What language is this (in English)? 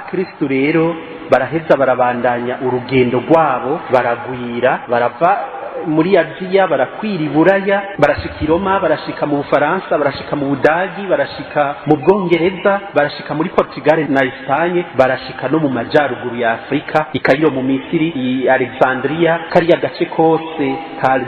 Rundi